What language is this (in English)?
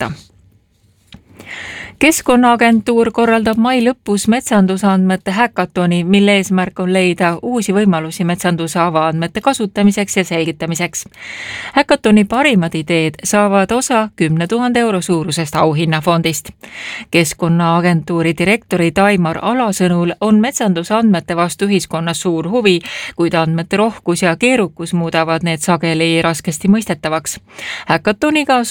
Estonian